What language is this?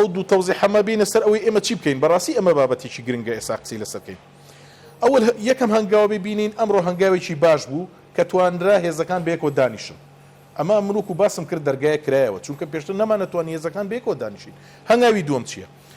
Central Kurdish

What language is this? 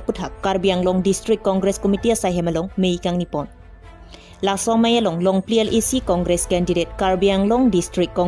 Karbi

